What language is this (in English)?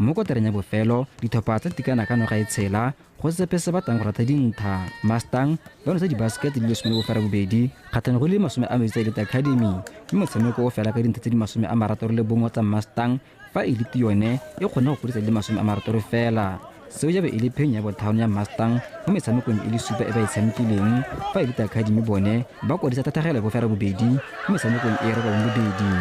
Tswana